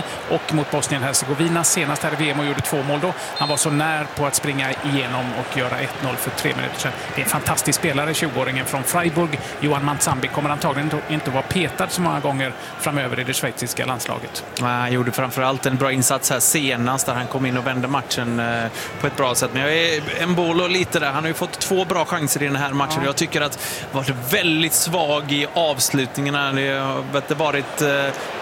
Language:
Swedish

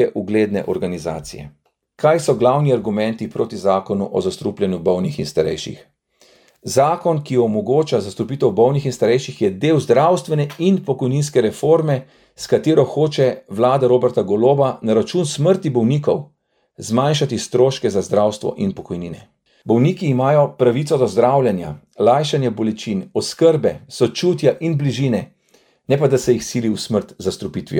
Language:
Slovenian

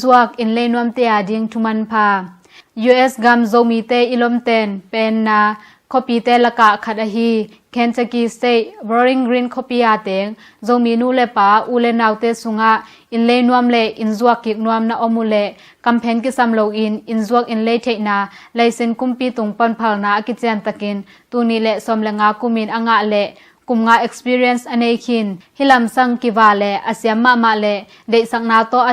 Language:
Tedim Chin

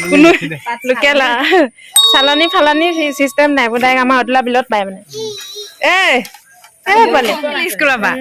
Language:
Assamese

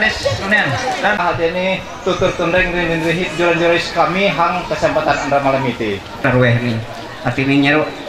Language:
Ma'anyan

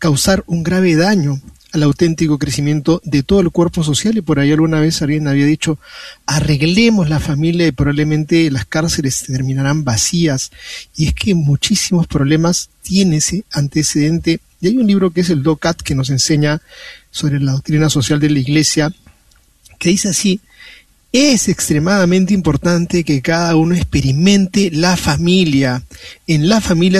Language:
Spanish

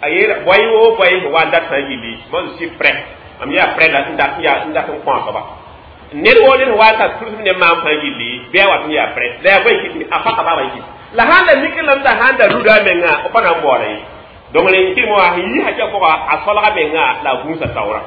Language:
Mossi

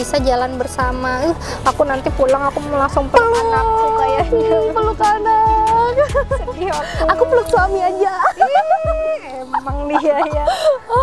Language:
Indonesian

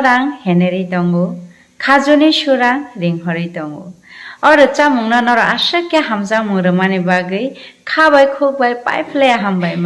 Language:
Kok Borok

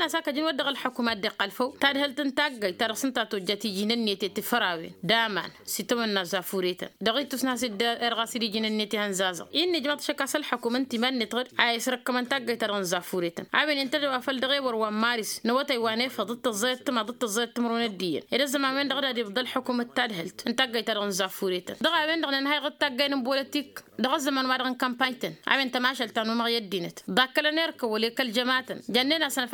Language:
Tamasheq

